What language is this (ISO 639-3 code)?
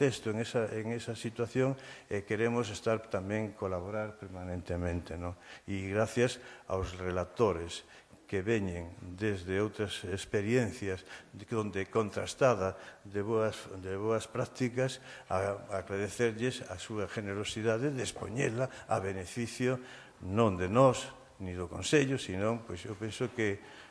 glg